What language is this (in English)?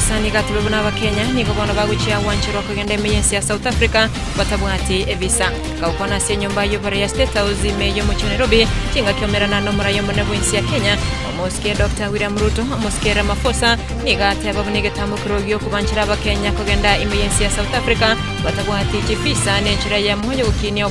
Gusii